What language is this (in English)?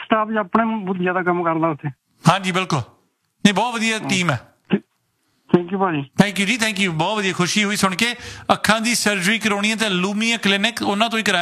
Punjabi